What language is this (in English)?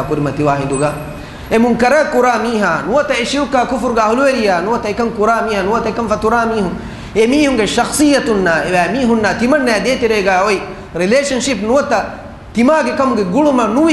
Divehi